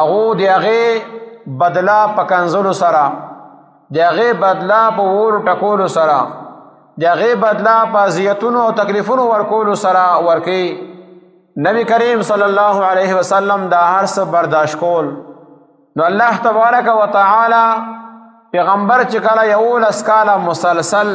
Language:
Pashto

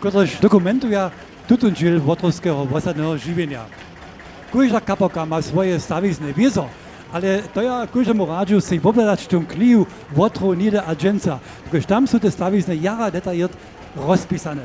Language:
Upper Sorbian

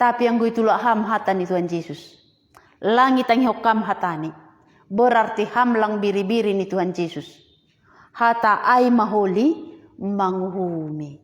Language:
Batak Simalungun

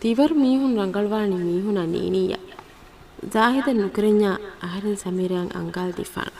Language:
Divehi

